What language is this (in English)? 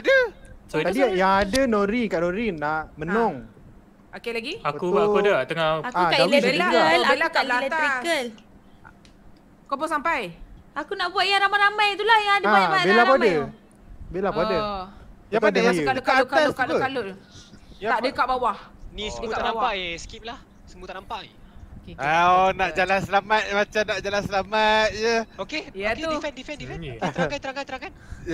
Malay